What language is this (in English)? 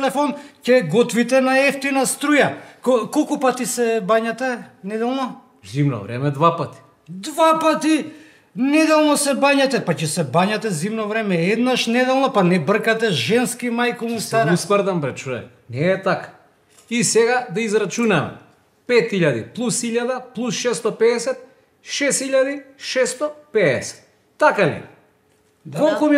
Macedonian